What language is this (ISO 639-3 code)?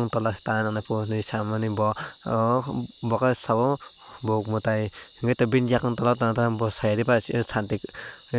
trp